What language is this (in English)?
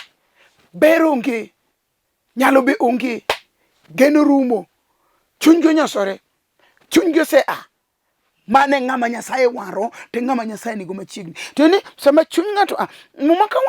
Luo (Kenya and Tanzania)